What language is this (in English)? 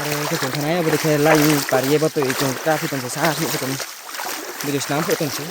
Riang (India)